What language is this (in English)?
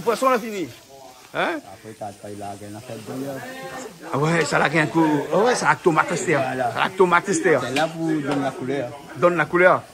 Réunion Creole French